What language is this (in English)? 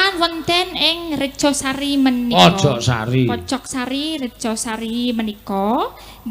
Javanese